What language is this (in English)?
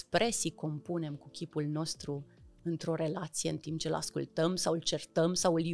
Romanian